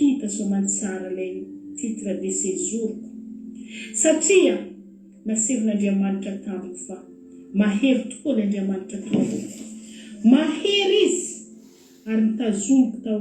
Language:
Malagasy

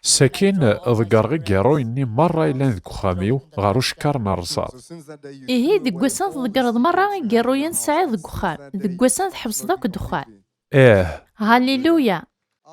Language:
Kabyle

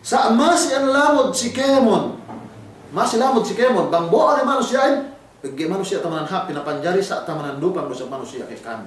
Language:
Yakan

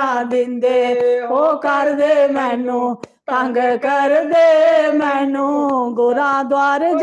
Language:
Dogri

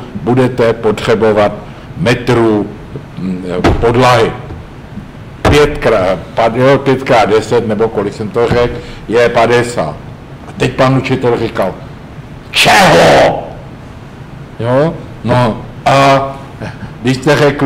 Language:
Czech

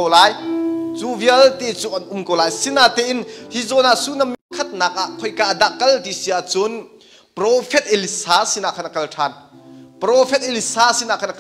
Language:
Hakha Chin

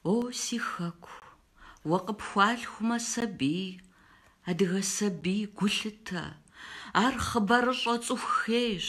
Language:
Kabardian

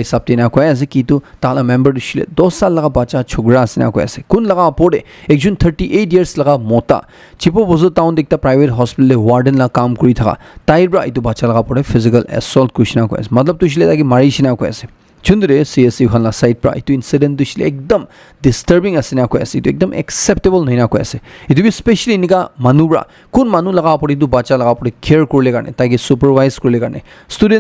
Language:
Naga Pidgin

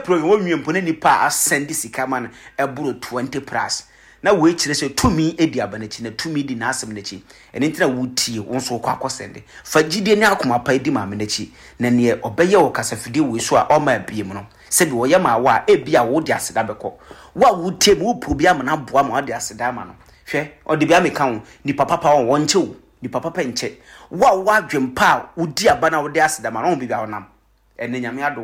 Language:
Akan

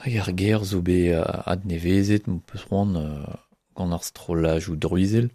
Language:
Breton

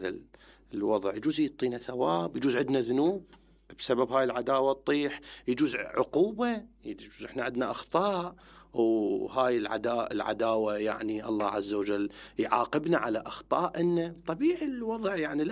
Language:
Mesopotamian Arabic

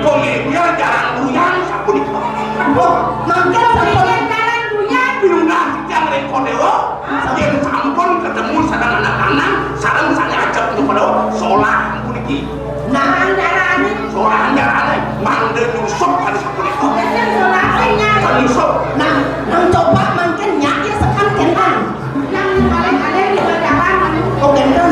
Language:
Balinese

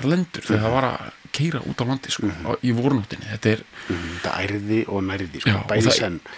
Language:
Icelandic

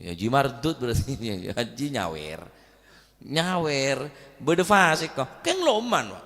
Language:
Madurese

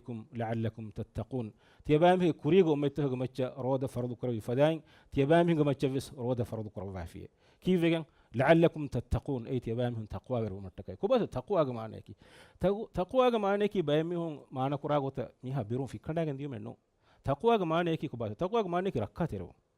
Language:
Divehi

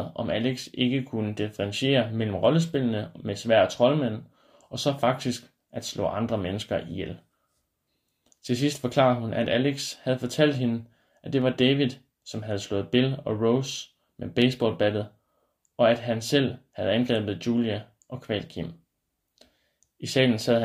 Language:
Danish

